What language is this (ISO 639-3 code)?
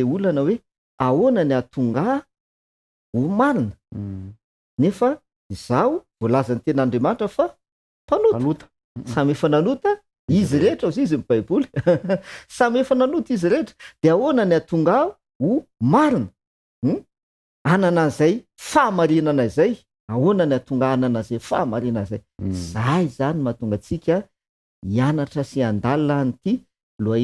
mlg